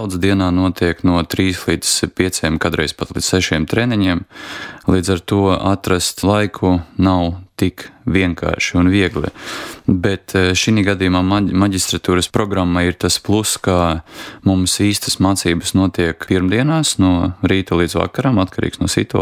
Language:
Latvian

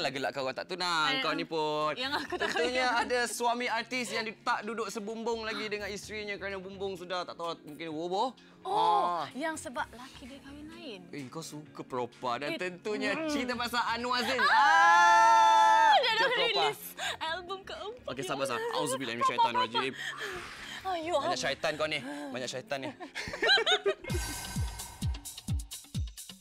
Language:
Malay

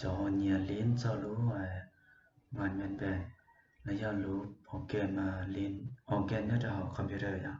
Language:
Hmong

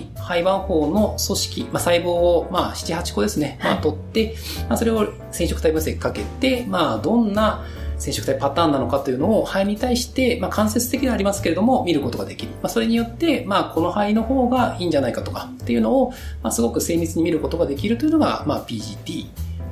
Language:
Japanese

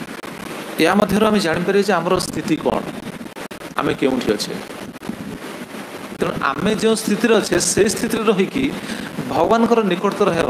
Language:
Odia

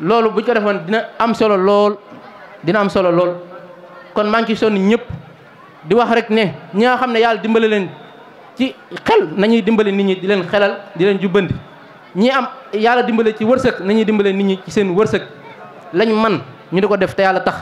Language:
Wolof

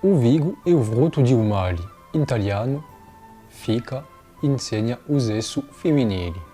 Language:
Corsican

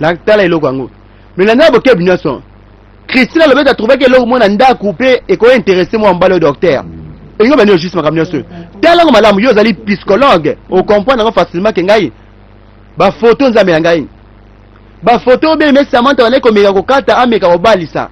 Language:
Lingala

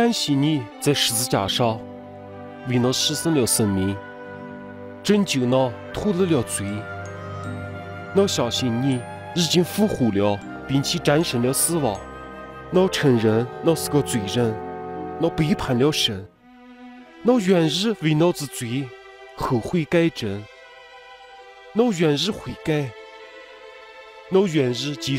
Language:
Chinese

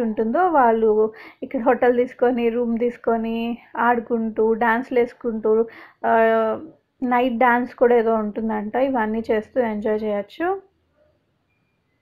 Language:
Telugu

